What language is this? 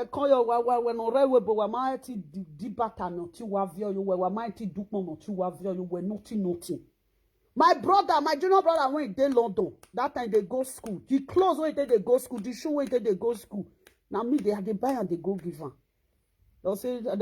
Nigerian Pidgin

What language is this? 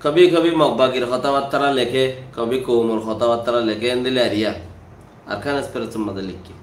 Rohingya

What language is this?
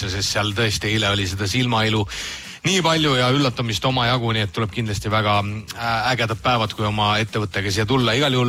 Estonian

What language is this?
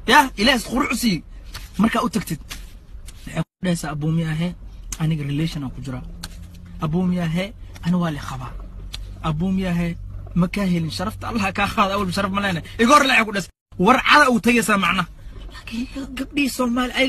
Somali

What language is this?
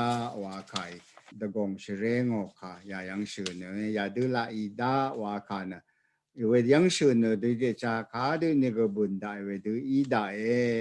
Rawang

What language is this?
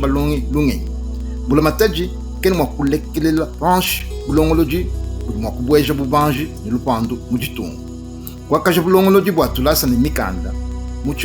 Luba-Lulua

